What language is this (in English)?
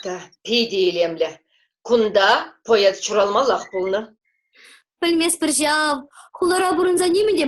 Chuvash